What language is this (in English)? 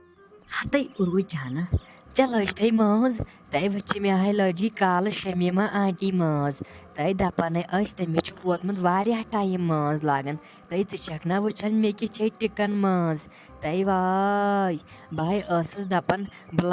Kashmiri